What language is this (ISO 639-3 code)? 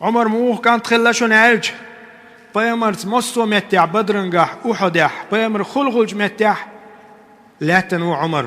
che